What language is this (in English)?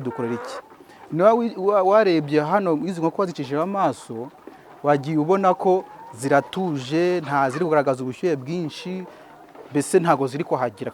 Kinyarwanda